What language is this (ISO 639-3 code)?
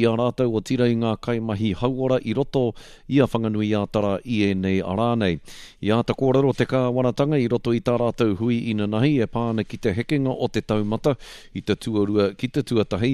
mri